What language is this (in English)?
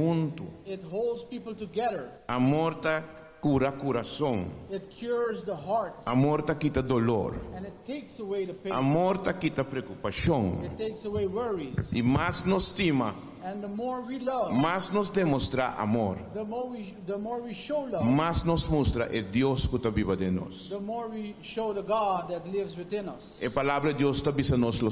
Papiamento